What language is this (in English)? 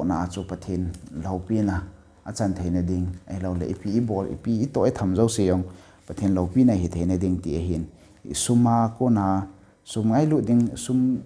Thado Chin